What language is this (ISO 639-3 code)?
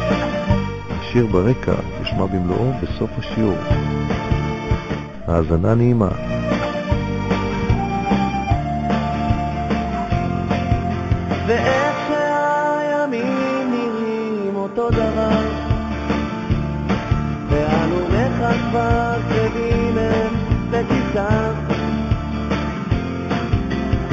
heb